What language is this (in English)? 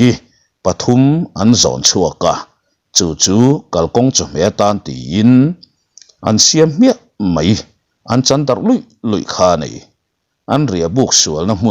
Mizo